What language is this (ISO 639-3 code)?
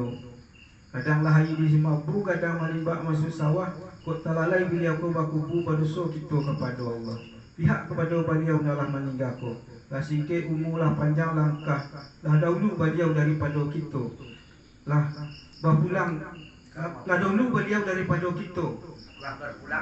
min